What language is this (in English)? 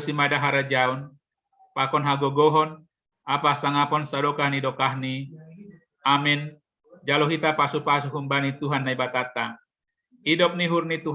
Batak Simalungun